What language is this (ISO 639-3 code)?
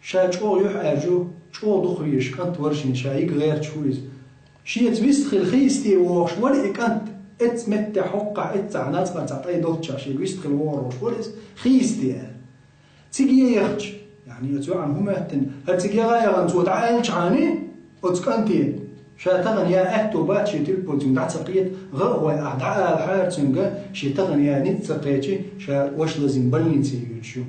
che